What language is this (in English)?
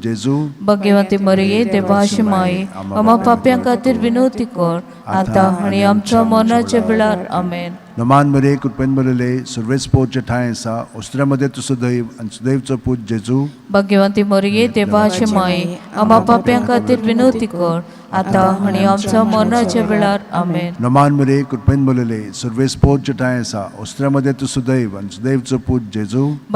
Konkani